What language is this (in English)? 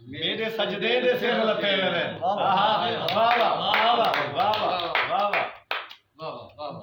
Saraiki